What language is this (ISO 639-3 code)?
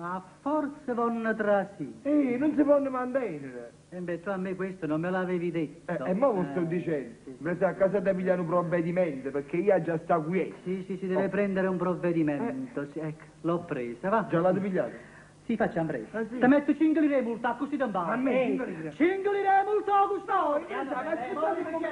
nap